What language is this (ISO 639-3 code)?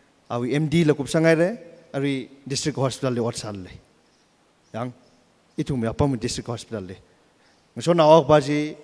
nmf